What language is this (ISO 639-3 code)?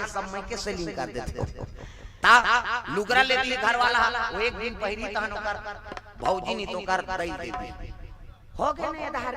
hne